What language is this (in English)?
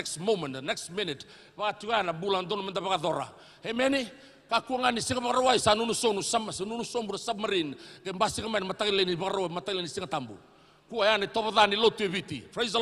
Fijian